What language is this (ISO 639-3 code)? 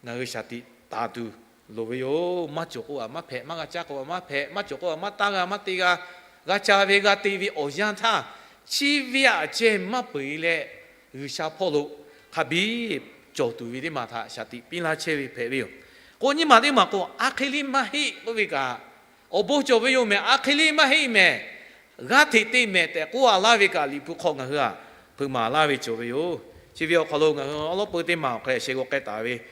lhu